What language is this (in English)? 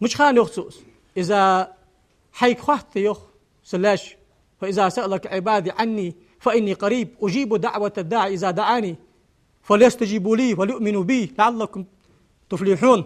Ingush